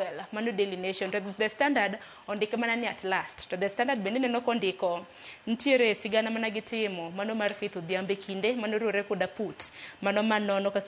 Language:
Luo (Kenya and Tanzania)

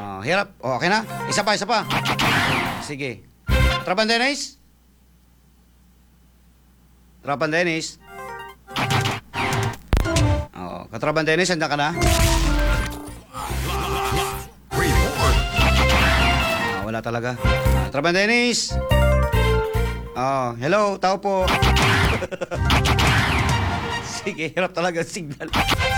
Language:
Filipino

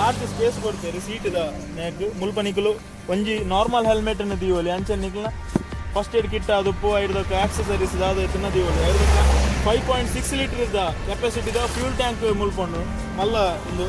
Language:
Tulu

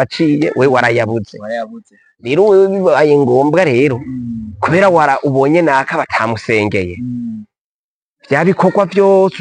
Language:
Rundi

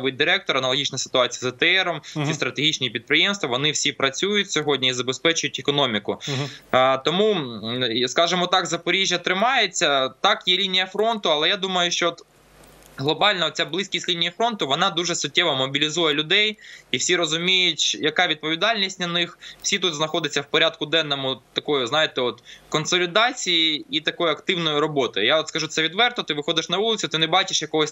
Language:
Ukrainian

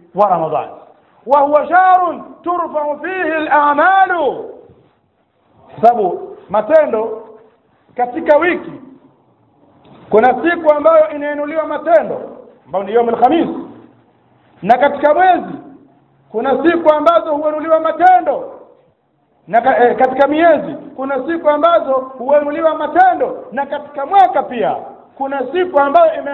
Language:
Swahili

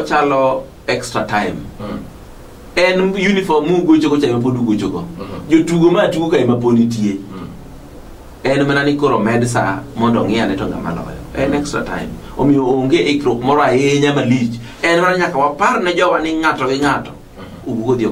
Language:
Luo (Kenya and Tanzania)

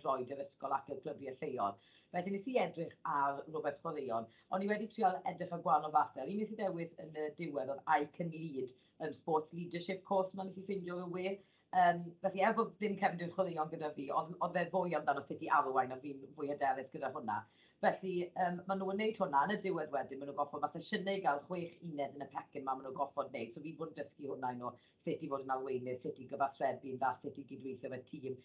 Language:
Welsh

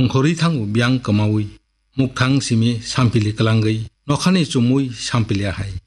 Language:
Kok Borok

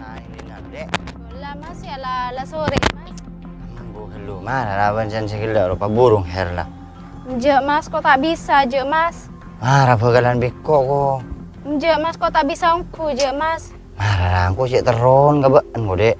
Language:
Madurese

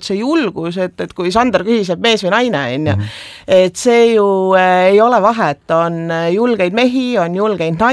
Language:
Estonian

